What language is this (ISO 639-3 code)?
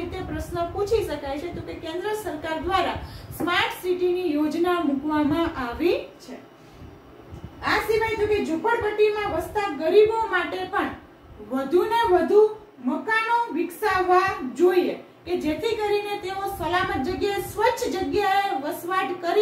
guj